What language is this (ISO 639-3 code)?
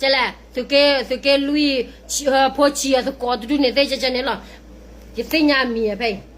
ksw